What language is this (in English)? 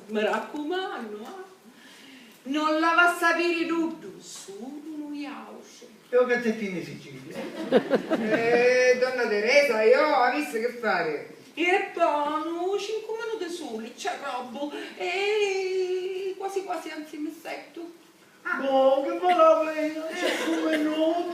Sicilian